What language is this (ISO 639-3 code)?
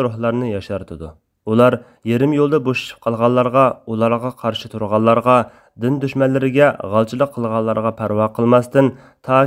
uig